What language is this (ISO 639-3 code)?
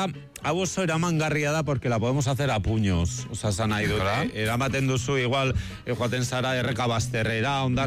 eus